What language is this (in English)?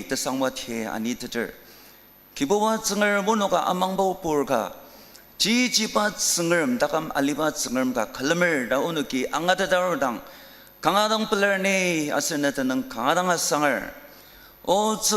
Ao Naga